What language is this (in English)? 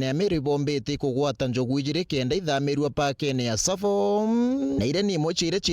Meru